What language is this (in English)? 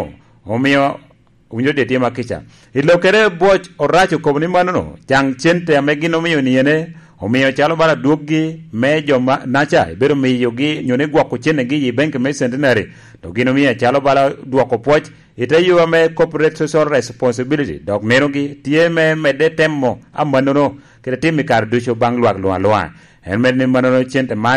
Lango (Uganda)